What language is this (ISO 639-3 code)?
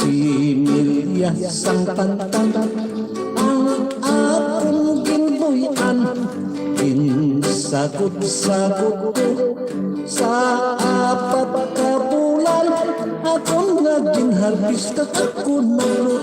hil